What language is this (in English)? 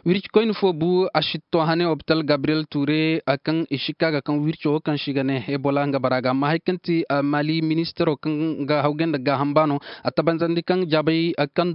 Zarma